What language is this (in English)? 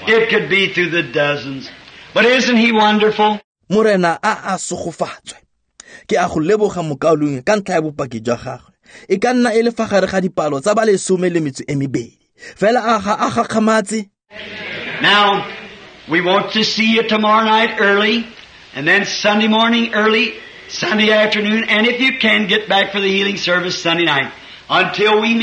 Tswana